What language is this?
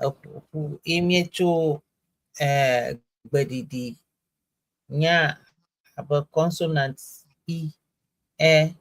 Ewe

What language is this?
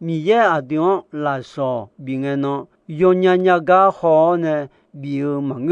Akha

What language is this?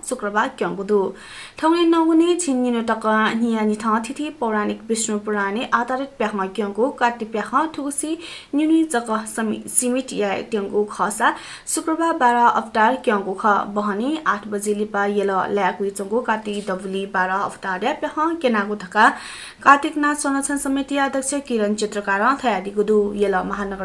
Newari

